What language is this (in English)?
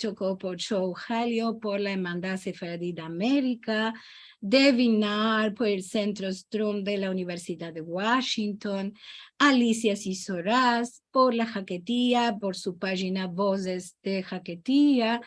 Ladino